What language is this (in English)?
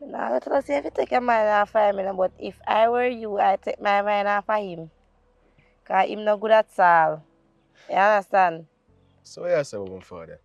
Jamaican Creole English